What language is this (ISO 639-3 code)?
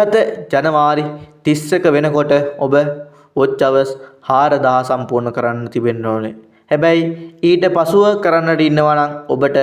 sin